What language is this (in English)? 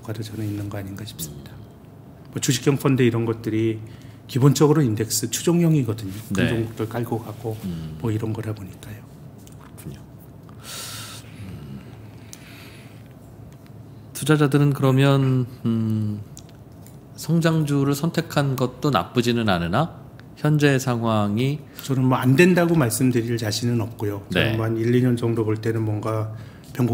Korean